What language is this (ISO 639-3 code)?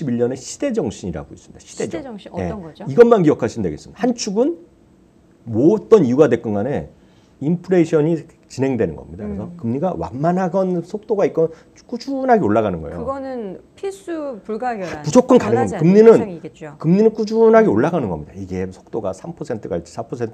kor